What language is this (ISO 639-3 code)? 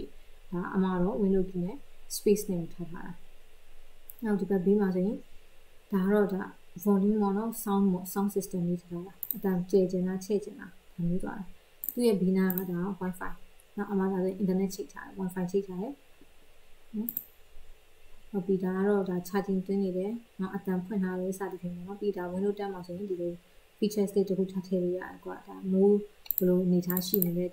mya